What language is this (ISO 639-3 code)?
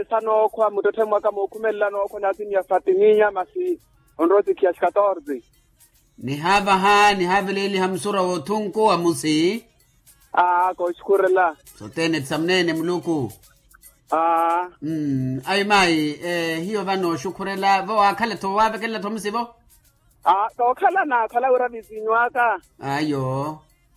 vmw